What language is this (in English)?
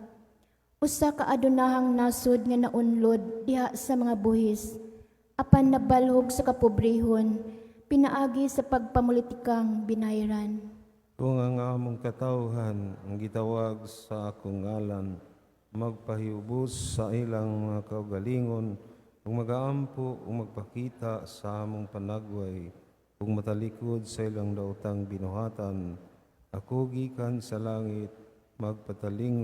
Cebuano